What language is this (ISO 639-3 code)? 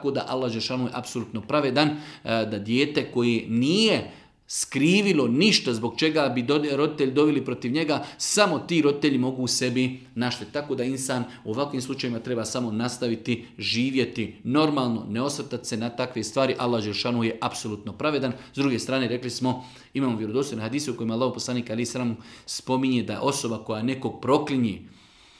bos